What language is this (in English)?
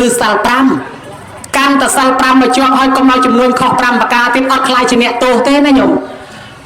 Khmer